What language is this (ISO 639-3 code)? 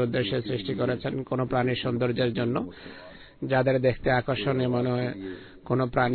ben